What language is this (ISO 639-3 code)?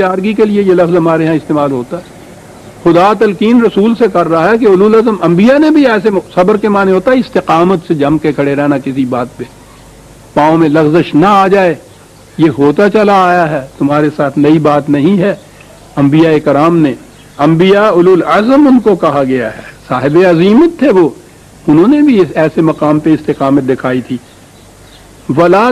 urd